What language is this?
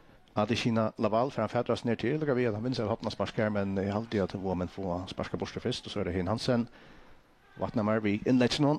Faroese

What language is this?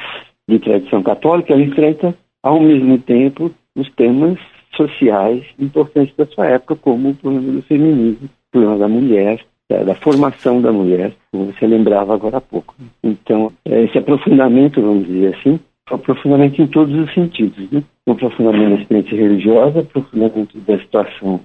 Portuguese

